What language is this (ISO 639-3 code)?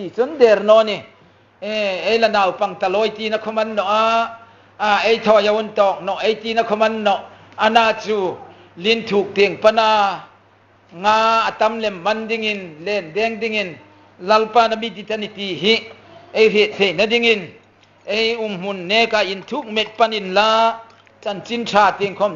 hmr